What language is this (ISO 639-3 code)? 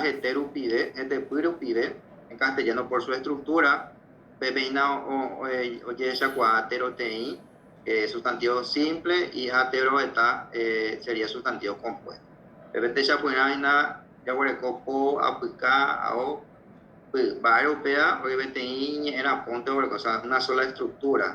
grn